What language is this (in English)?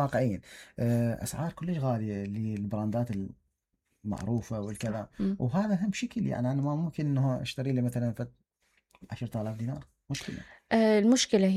Mesopotamian Arabic